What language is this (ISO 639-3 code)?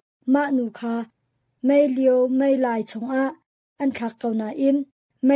cnh